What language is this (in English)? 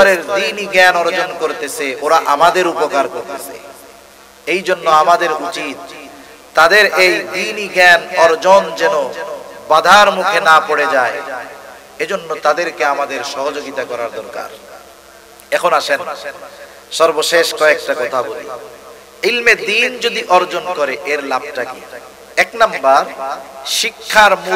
Bangla